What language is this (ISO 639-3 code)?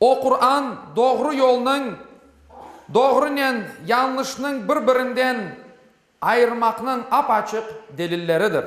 crh